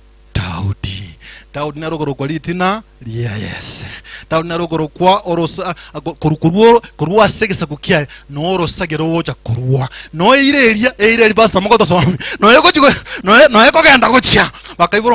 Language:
Gusii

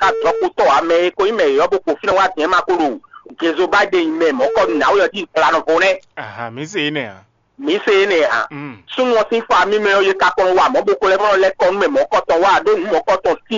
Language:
Fon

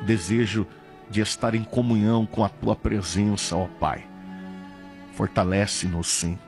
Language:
Portuguese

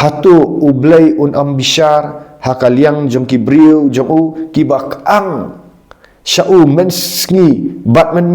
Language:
Khasi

